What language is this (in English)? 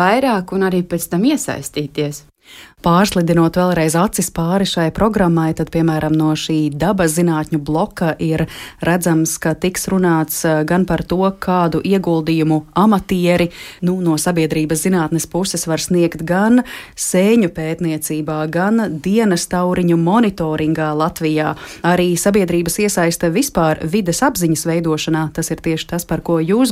Latvian